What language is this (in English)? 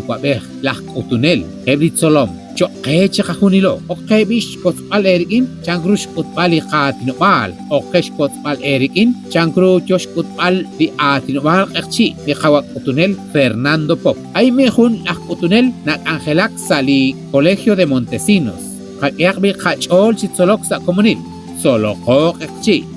Kekchí